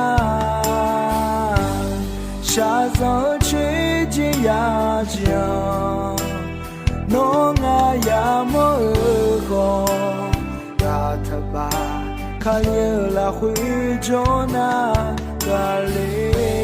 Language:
Akha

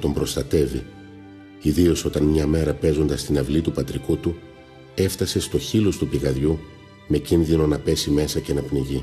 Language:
Greek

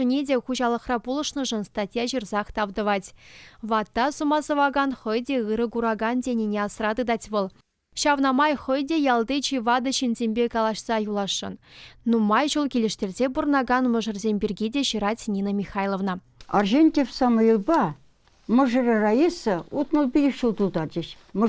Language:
Chuvash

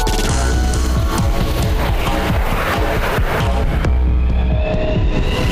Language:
Chuvash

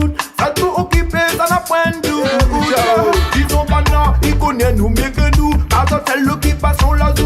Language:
Réunion Creole French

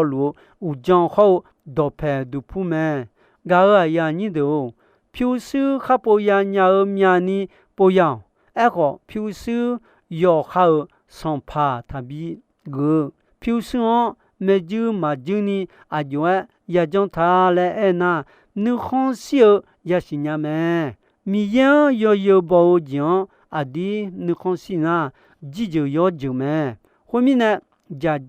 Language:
Akha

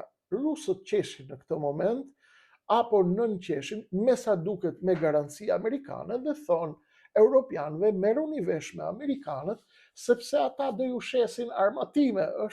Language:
Albanian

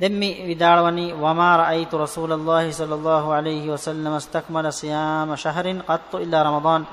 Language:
Divehi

